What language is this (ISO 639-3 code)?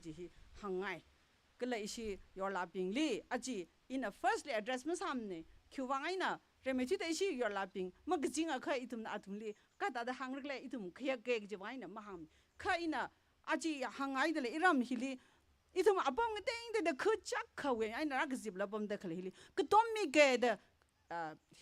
nmf